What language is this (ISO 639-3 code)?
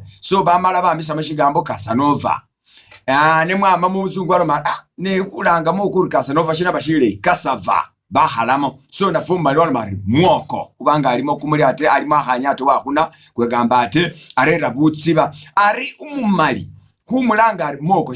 myx